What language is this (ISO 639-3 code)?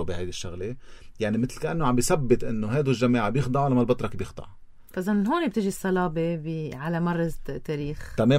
apc